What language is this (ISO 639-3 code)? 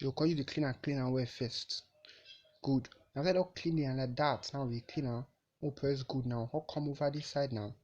pcm